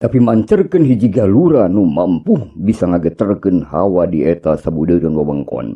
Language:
Sundanese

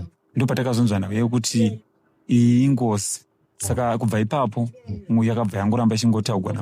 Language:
Shona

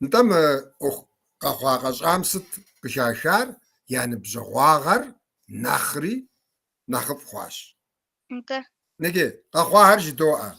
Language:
Kabardian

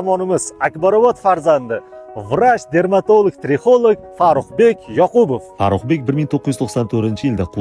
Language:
Uzbek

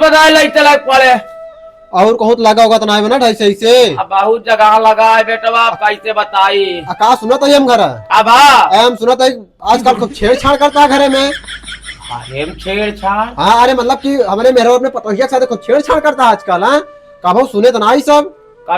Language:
Awadhi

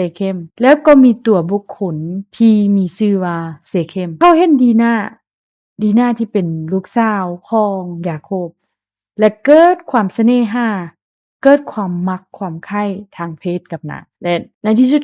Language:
Lao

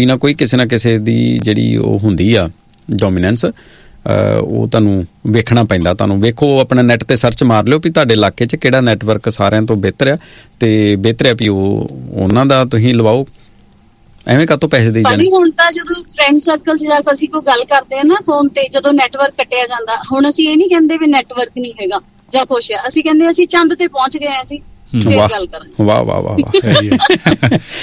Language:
Punjabi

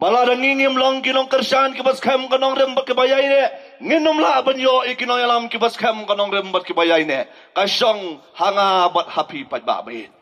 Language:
Khasi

